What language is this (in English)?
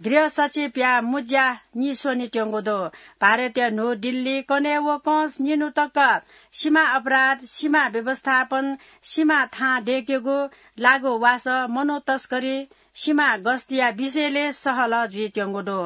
Newari